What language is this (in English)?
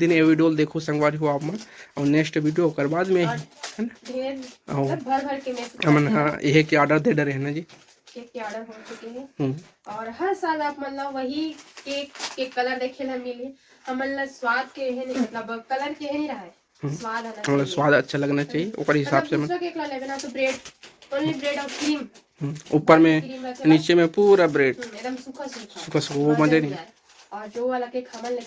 Chhattisgarhi